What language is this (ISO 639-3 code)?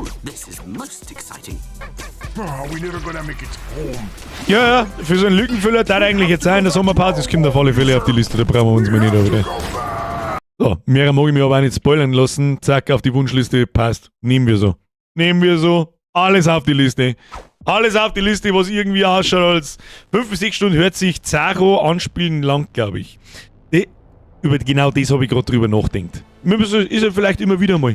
bar